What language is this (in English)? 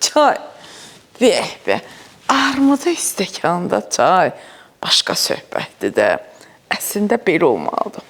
Azerbaijani